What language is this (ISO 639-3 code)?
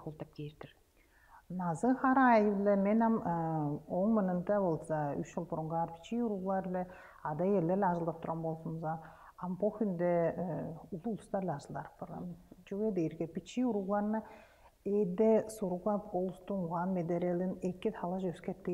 tyv